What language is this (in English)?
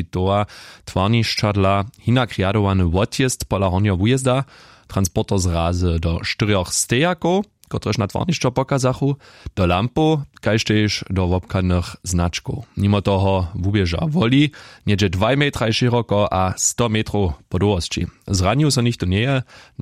Upper Sorbian